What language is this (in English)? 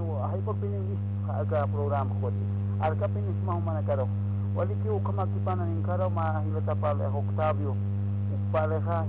Aymara